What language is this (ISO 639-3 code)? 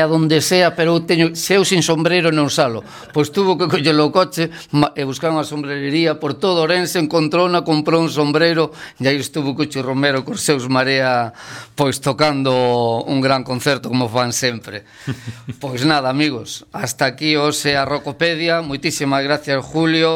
glg